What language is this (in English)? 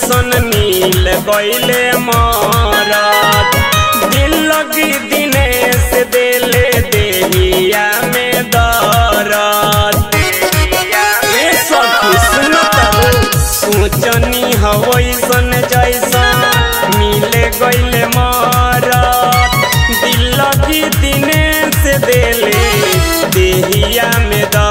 Bhojpuri